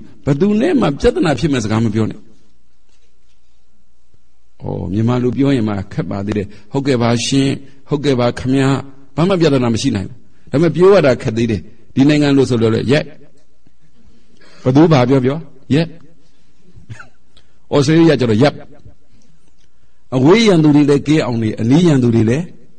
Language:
Burmese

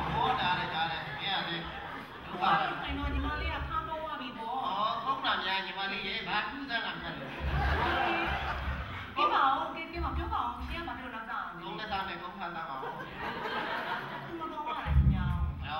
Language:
Burmese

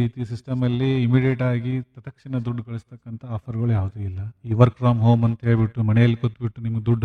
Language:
Kannada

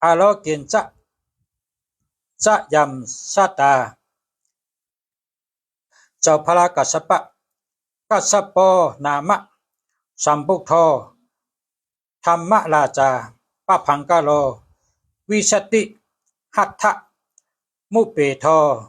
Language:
Shan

